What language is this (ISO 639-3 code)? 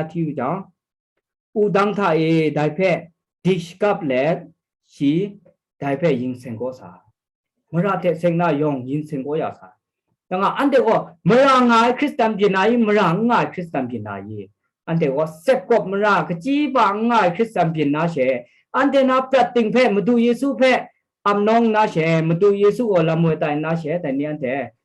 kac